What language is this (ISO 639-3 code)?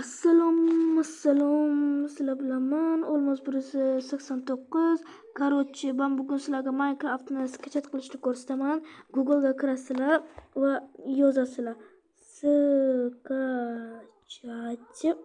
uzb